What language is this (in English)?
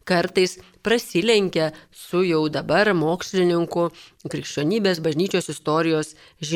Lithuanian